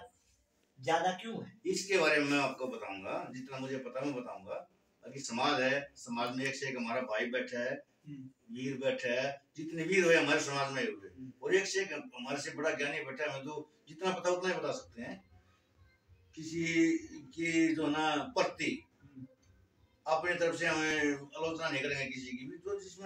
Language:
Hindi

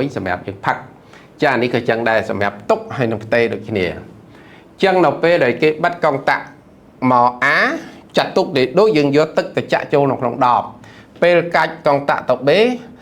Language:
Khmer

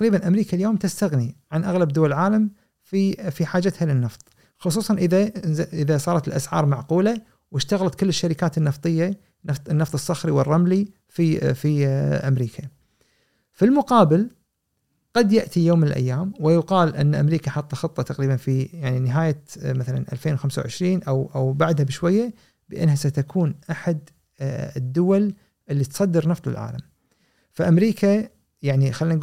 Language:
Gulf Arabic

